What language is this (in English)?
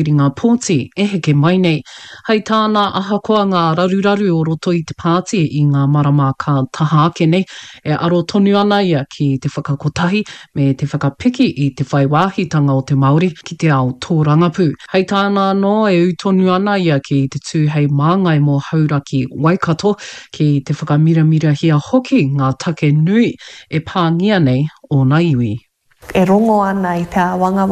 Māori